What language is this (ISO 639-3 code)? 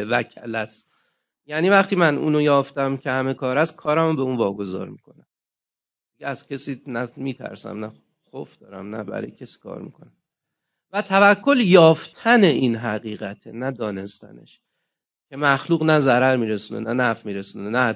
fas